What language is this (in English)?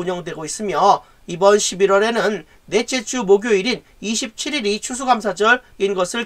Korean